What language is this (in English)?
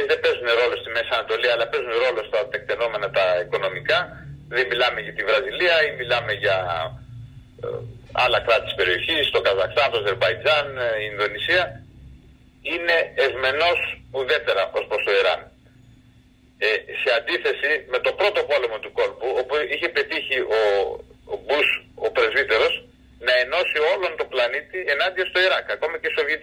Greek